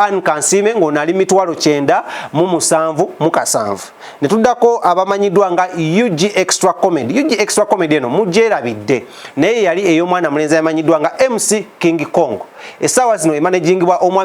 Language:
Ganda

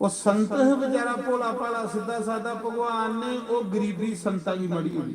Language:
Dogri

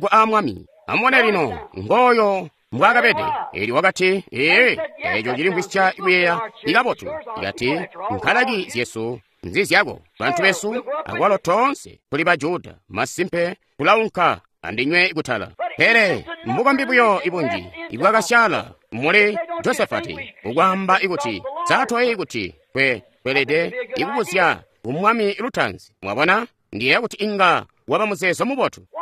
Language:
Tonga (Zambia)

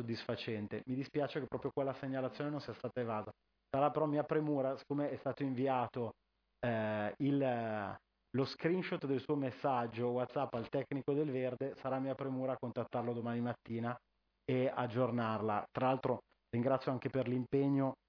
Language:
Italian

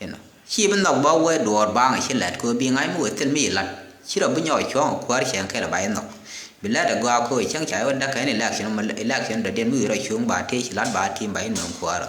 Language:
Nuer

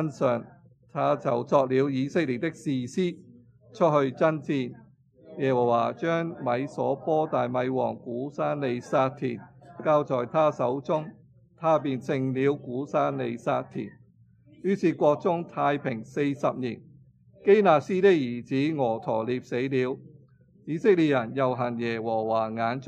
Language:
Cantonese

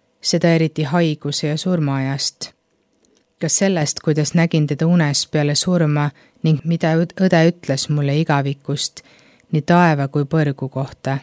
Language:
Estonian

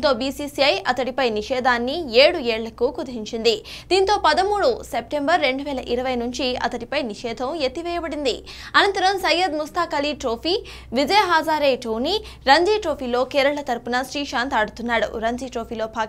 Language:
Telugu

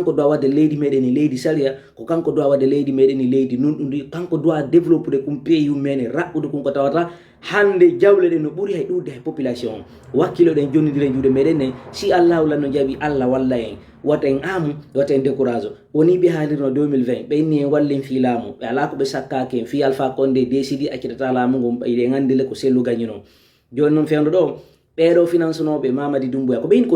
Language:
Fula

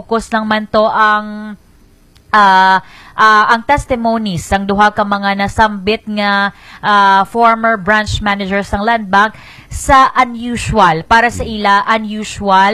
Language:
Hiligaynon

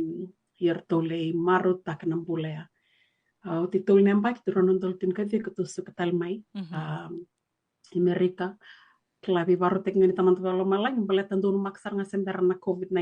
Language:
Fijian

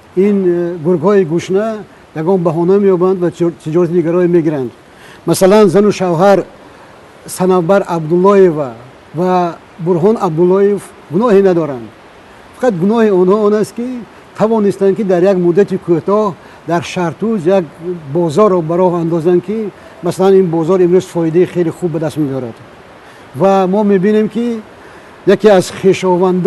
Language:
Tajik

